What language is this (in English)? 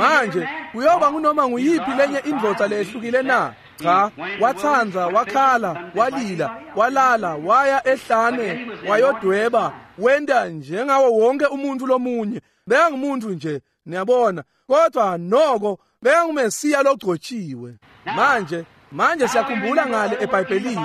Swati